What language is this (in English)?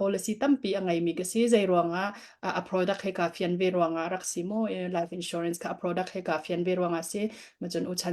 Hakha Chin